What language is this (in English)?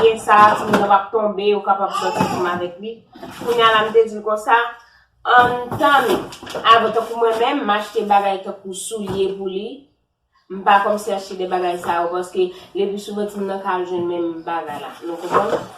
Haitian Creole